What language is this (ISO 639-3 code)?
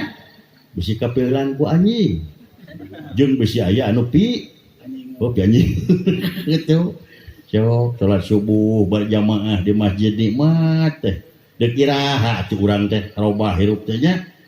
sun